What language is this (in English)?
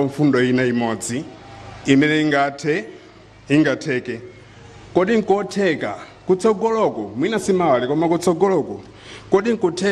Nyanja